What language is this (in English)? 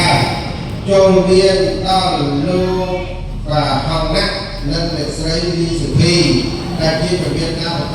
Khmer